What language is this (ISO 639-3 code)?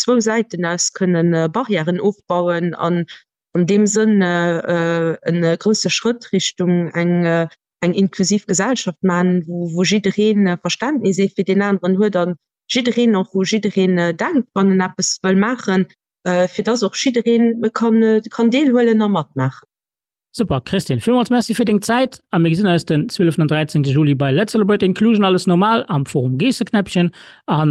ltz